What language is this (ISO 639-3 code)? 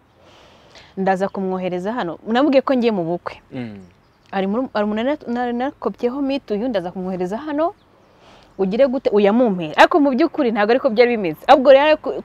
kin